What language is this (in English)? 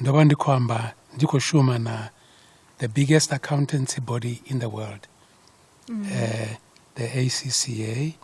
Venda